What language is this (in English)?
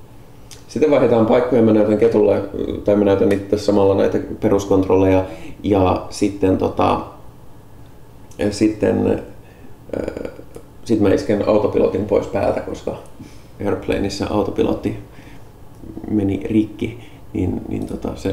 Finnish